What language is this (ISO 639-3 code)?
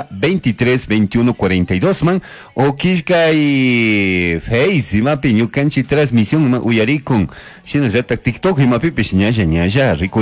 qug